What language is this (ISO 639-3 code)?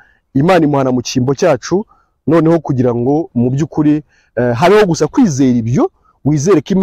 kin